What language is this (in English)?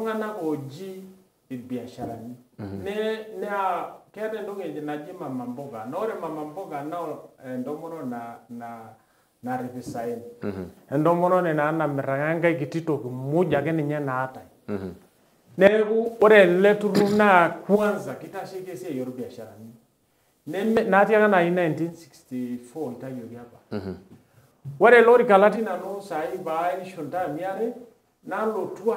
Masai